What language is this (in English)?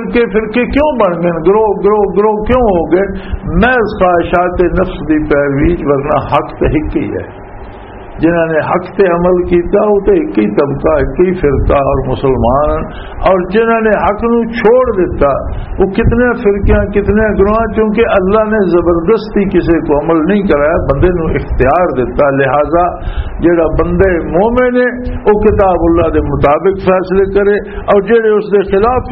Western Panjabi